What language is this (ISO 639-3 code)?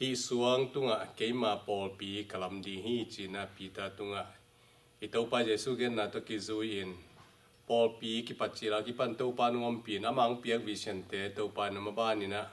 ctd